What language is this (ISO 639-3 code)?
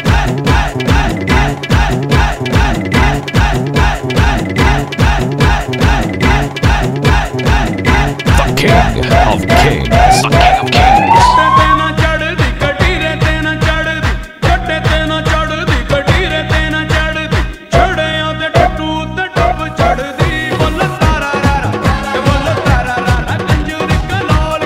hin